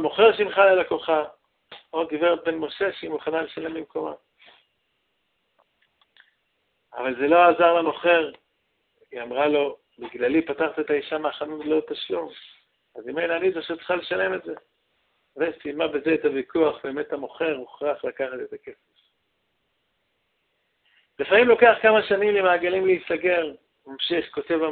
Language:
Hebrew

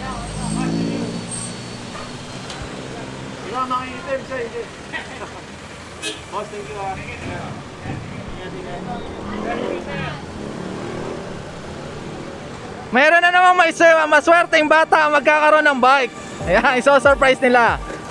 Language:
Filipino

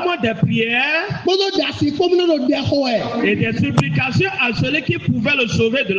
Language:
Fon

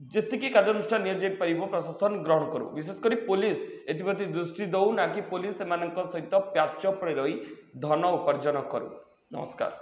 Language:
Odia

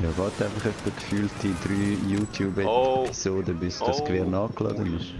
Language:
Swiss German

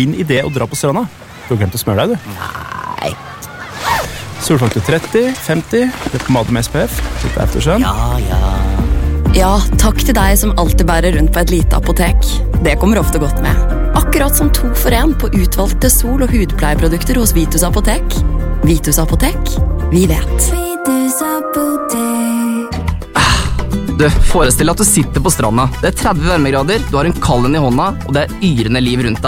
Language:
Norwegian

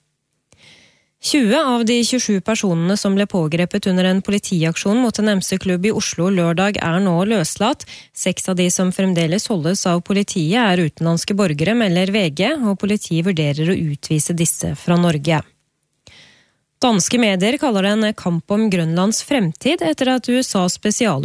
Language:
Norwegian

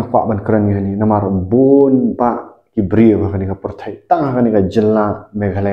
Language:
Khasi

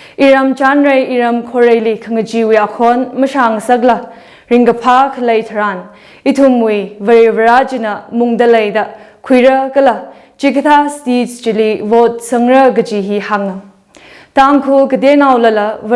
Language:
Tangkhul Naga (India)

